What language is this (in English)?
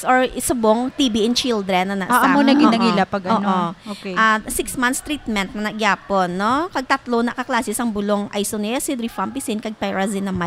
Hiligaynon